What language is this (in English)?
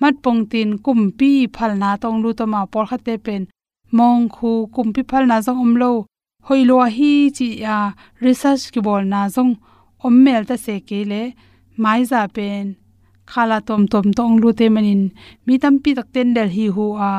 Tedim Chin